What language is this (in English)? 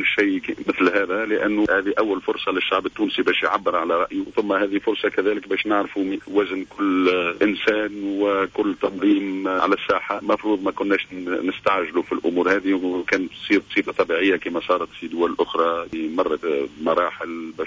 Tunisian Arabic